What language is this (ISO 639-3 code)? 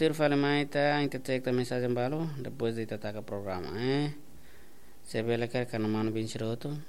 tet